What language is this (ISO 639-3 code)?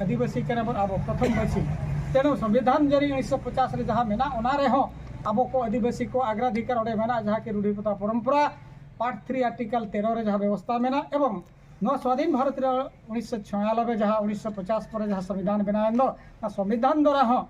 sat